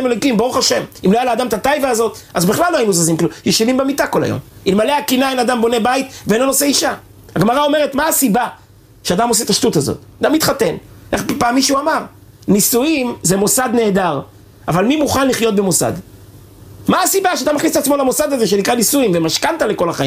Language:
Hebrew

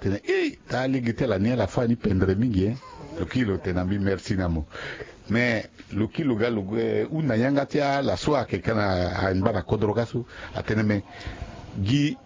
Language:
Sango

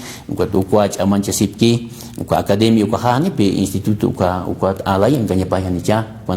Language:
Aymara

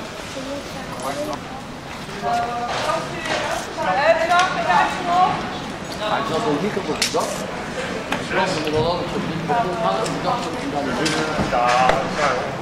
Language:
Dutch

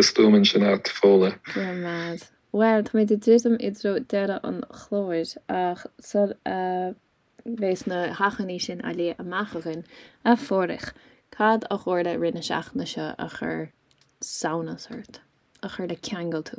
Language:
Irish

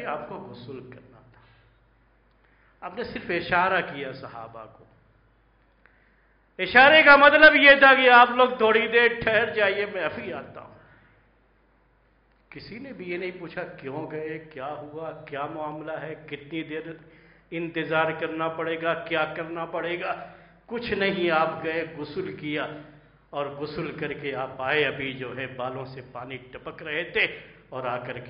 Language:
Urdu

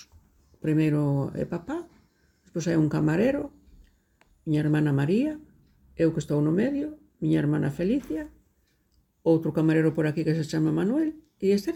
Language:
Galician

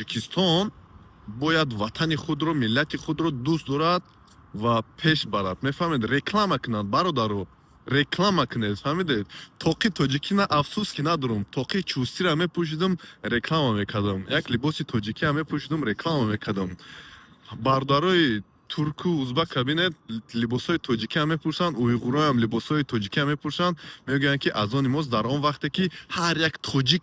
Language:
Tajik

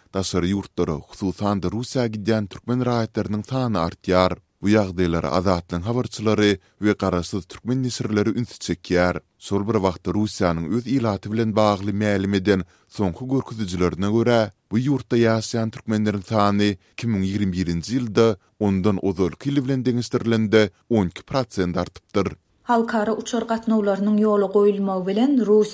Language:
Turkmen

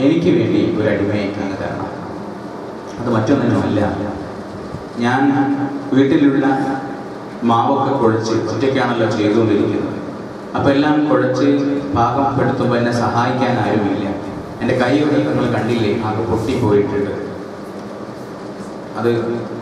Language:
Malayalam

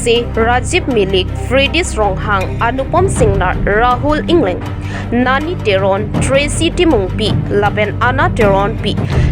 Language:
Karbi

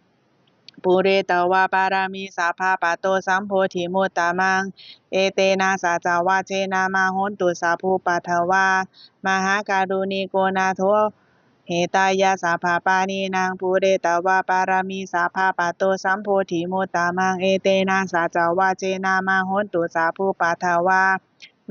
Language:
Pali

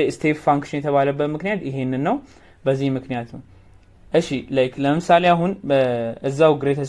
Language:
Amharic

